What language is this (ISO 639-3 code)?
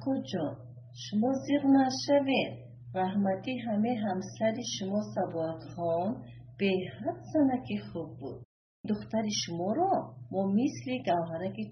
tgk